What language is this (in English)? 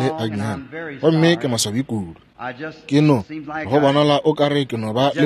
Northern Sotho